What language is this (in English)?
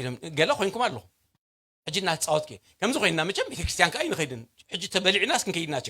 Tigrinya